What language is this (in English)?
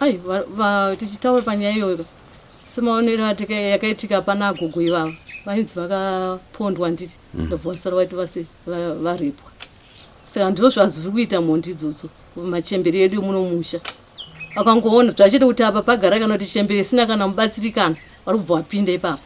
Shona